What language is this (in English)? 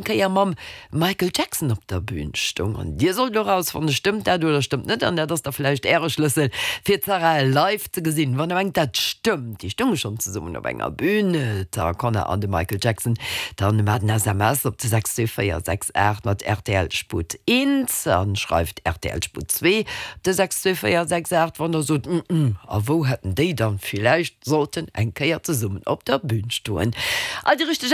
Luxembourgish